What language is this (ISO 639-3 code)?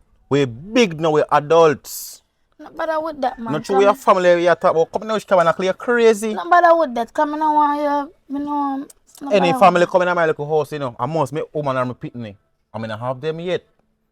jam